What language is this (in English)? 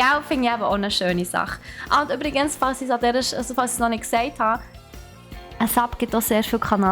Swiss German